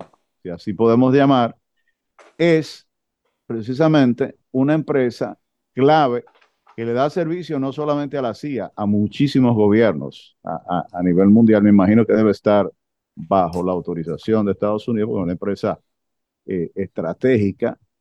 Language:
Spanish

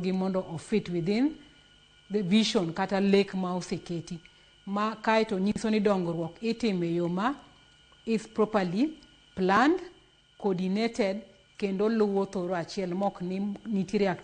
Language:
Luo (Kenya and Tanzania)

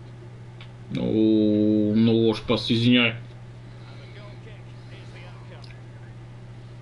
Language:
Bulgarian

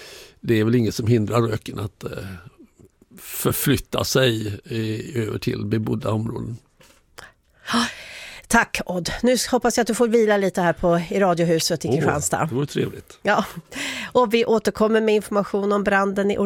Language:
Swedish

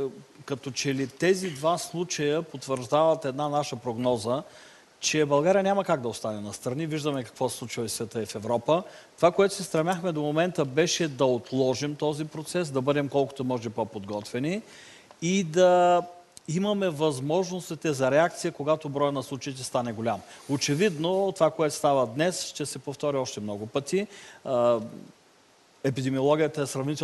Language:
Bulgarian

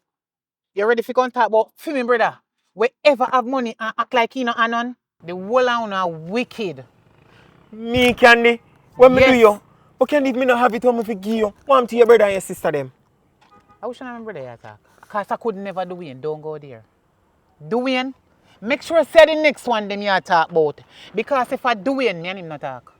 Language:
Jamaican Creole English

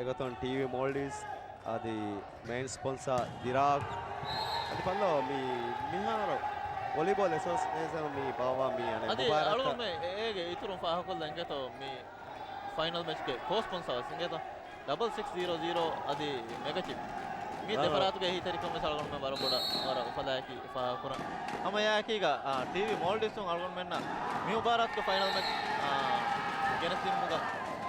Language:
Divehi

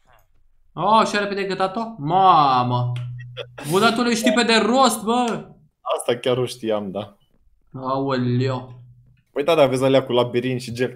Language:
Romanian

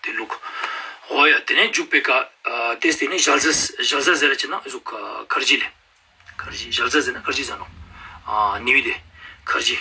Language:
Ladakhi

